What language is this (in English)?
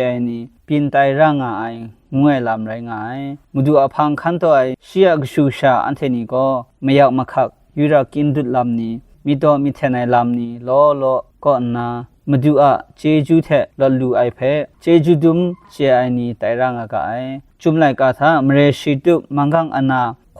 Kachin